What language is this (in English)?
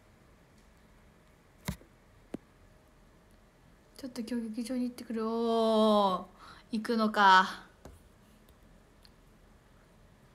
Japanese